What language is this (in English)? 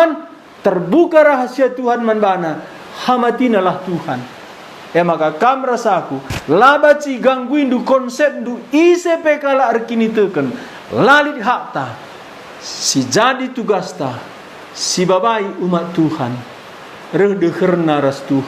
Batak Karo